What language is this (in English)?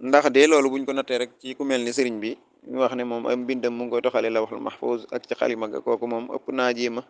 Wolof